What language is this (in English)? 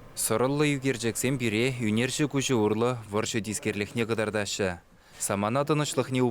Chuvash